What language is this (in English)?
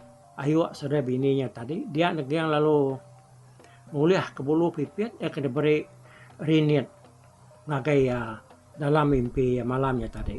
Iban